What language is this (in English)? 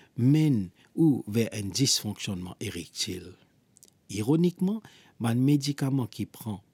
Morisyen